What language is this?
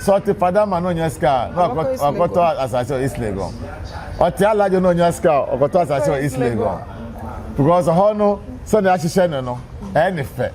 Akan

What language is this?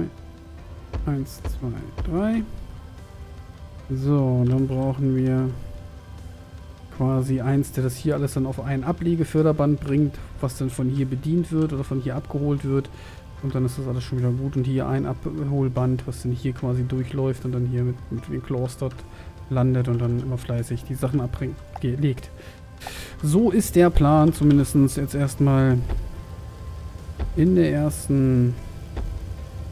German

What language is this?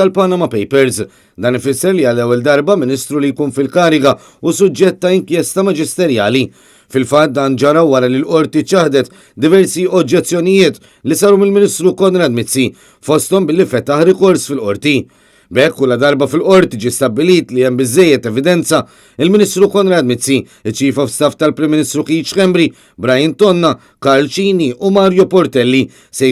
Maltese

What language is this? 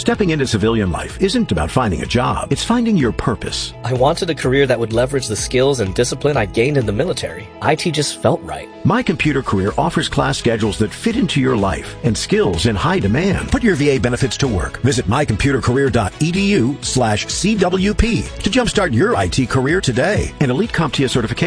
English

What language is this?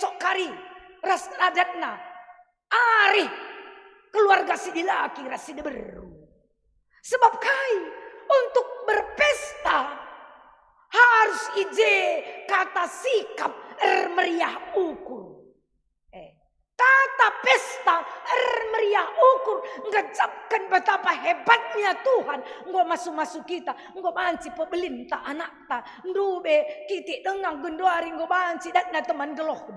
Batak Karo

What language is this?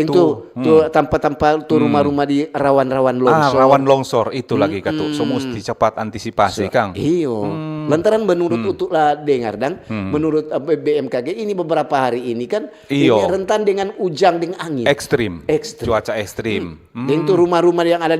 Manado Malay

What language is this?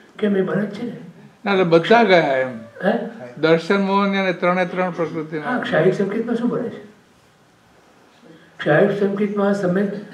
Gujarati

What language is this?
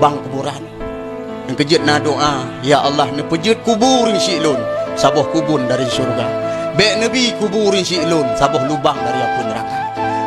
Achinese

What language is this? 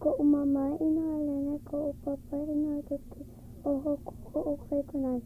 Hawaiian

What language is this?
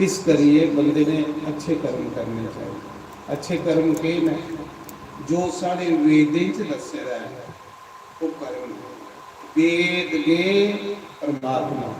Dogri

